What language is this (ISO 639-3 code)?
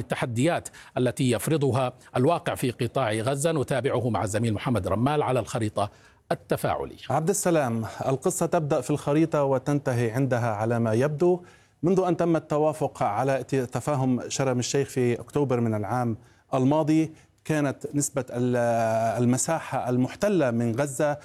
ara